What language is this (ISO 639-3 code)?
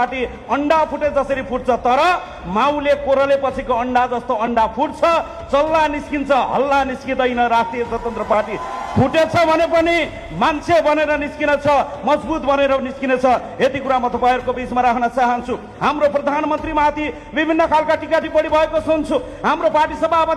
nep